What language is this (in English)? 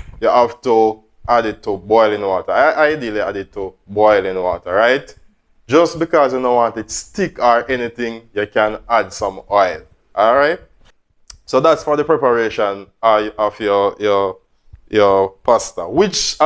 Jamaican Creole English